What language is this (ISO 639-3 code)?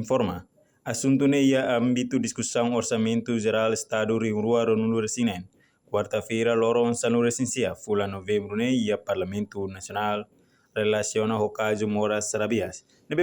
tet